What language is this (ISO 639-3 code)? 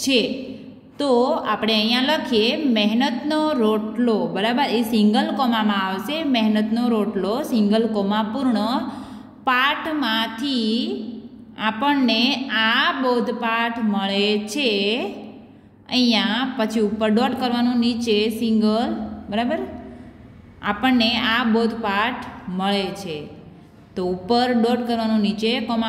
guj